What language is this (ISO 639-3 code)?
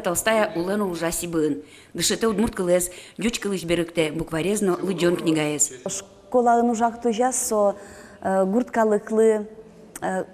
udm